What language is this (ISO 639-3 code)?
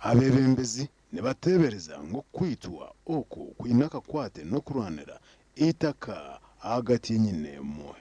nyn